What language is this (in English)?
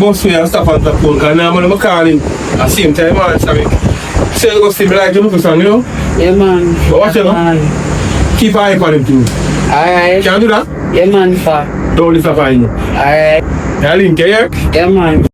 Jamaican Creole English